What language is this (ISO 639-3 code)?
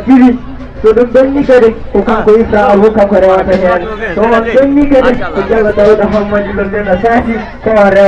ful